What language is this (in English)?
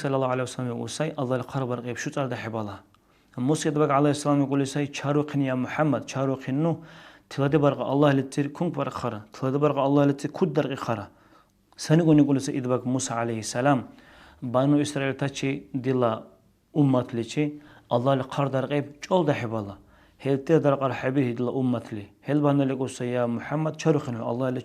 Dargwa